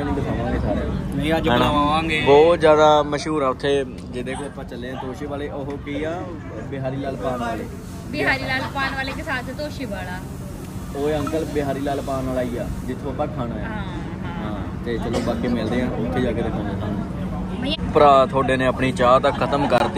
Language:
Punjabi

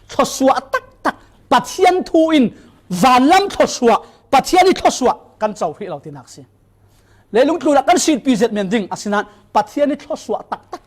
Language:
Falam Chin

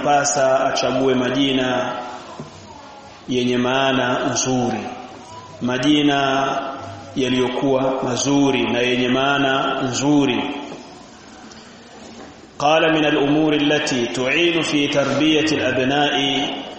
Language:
Swahili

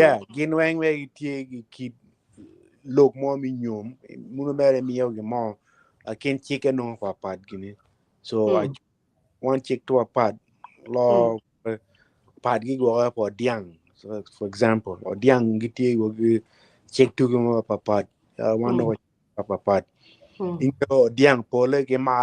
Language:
Acoli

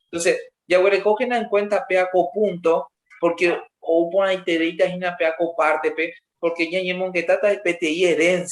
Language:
Guarani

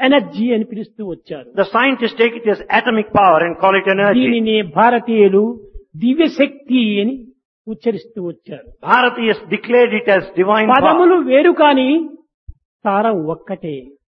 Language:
Telugu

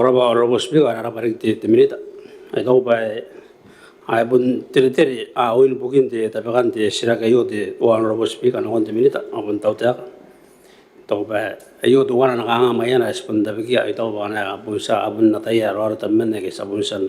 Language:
Gilbertese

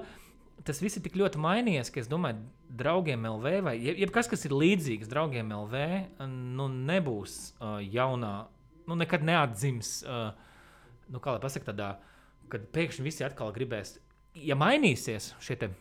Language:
Latvian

